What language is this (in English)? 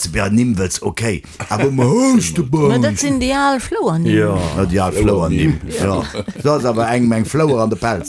Luxembourgish